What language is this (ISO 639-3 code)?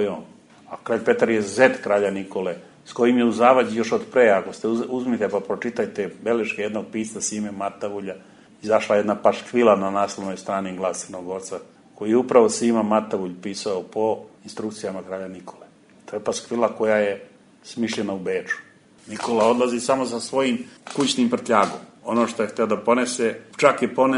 srp